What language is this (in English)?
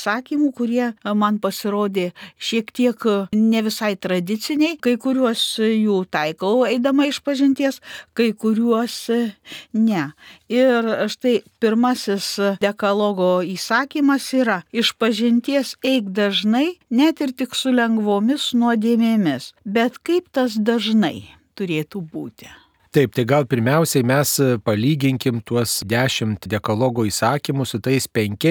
Lithuanian